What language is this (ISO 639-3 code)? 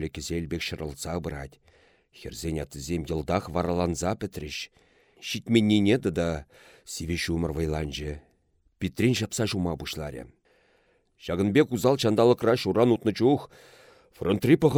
chv